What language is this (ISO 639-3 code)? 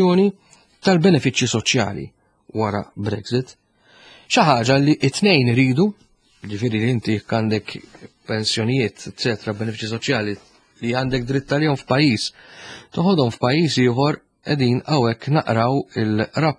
mlt